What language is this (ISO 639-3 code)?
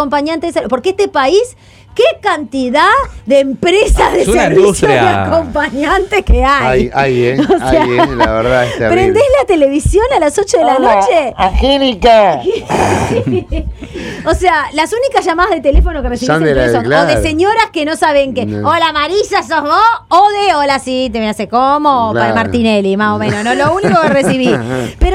spa